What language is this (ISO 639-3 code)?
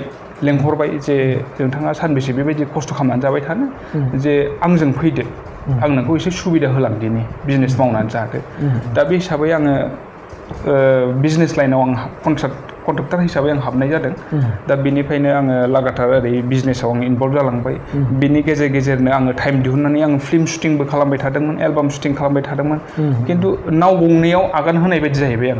brx